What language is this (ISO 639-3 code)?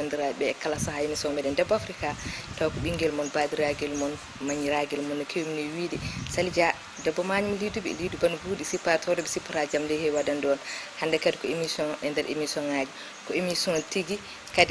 ful